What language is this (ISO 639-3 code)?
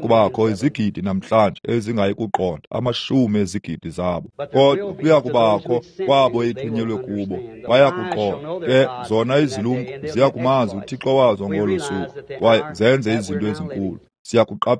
xho